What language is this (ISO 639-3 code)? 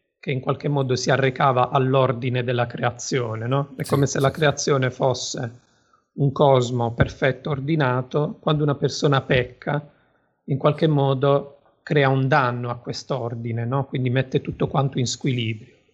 ita